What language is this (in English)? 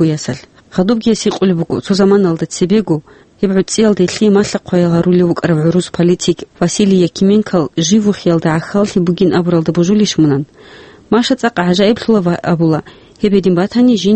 Avaric